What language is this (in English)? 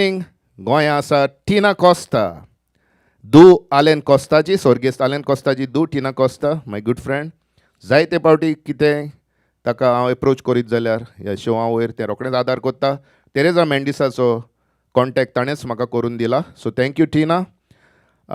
Konkani